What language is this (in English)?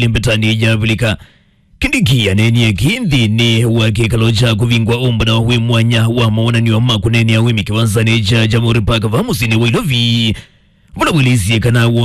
Kamba